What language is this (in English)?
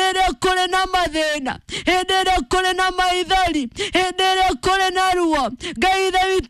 Kikuyu